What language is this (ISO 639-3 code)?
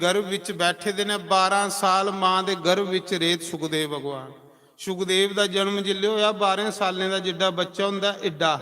doi